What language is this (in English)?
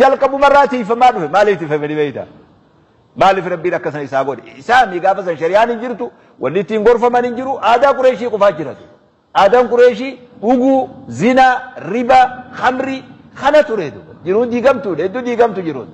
Oromo